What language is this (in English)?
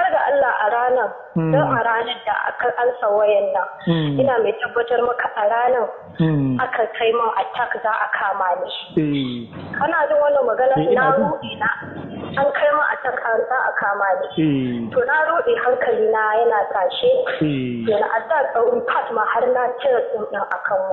Hausa